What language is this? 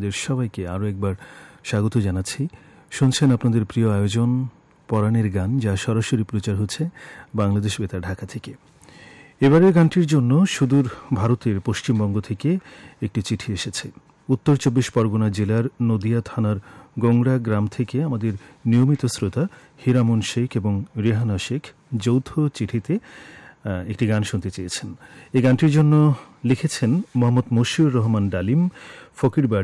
Bangla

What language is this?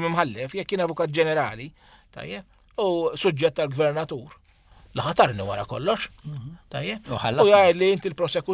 Maltese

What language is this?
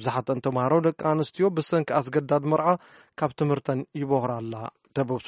Tigrinya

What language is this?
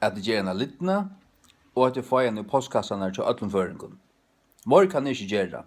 Faroese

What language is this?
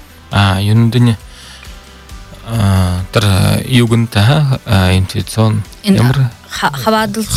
Buriat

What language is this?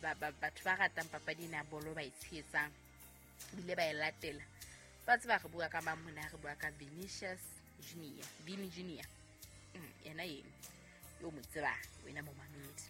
Southern Sotho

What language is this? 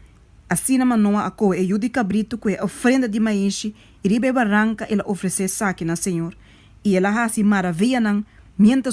Papiamento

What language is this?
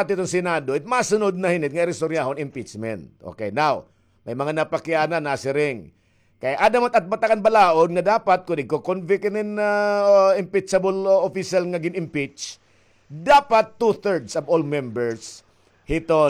Waray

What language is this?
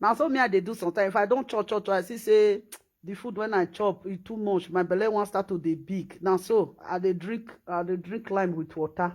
Nigerian Pidgin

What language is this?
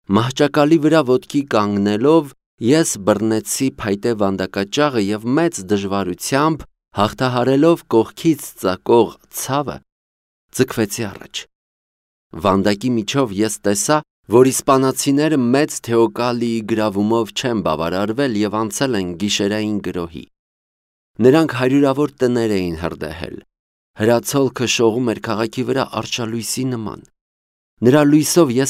Armenian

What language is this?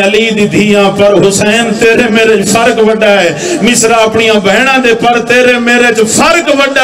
Saraiki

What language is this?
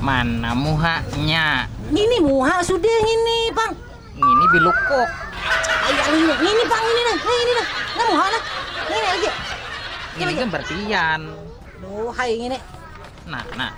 Banjar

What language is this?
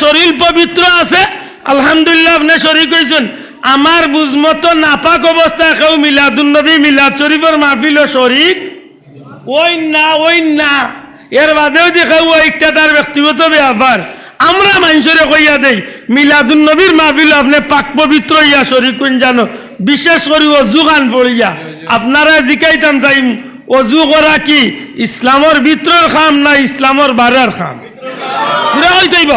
Sylheti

